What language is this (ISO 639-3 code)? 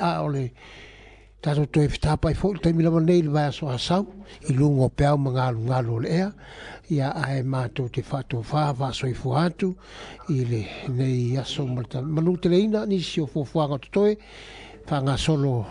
smo